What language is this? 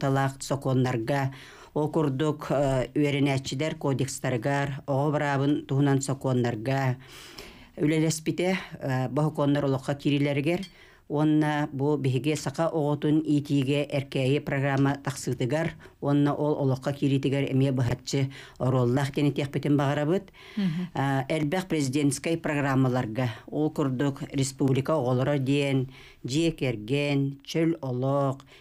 Yakut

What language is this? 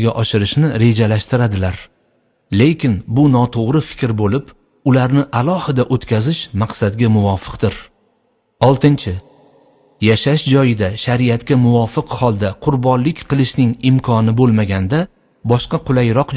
Uzbek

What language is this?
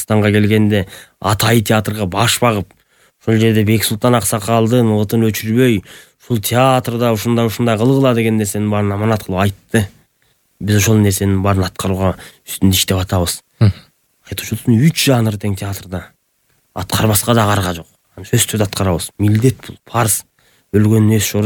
Kyrgyz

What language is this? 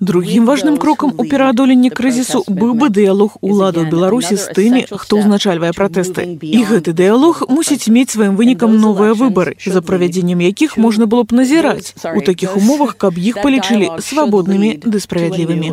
Belarusian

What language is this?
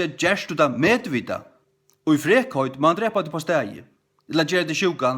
Faroese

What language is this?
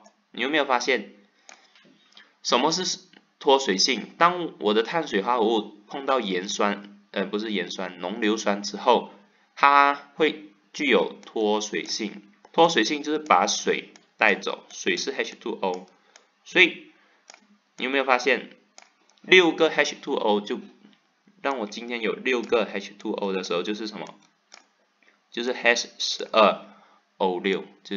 Chinese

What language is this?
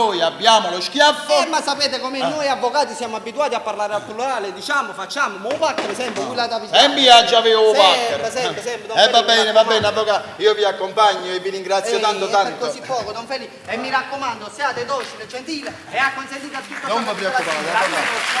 Neapolitan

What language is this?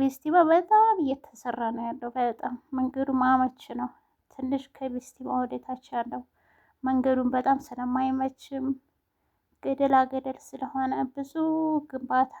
Amharic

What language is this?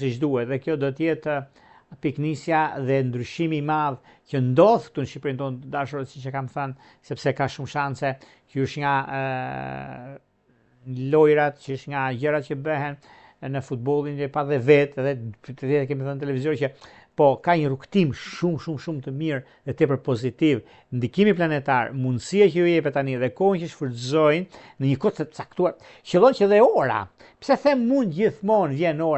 Albanian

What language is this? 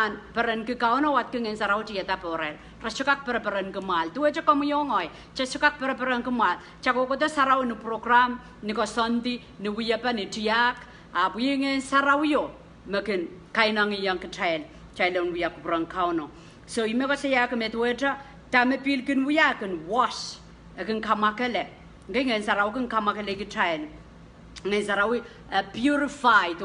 Pohnpeian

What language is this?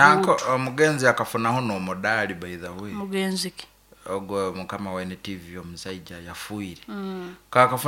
Nyankole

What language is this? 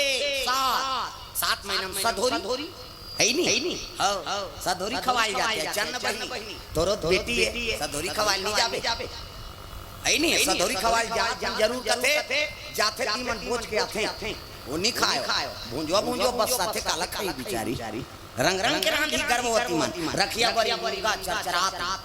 Chhattisgarhi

